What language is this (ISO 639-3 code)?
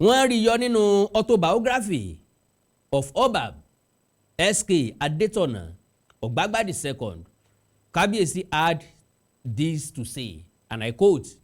yor